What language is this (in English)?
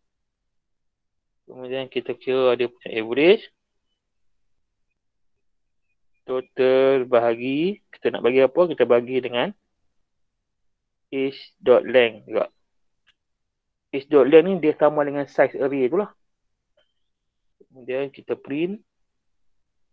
Malay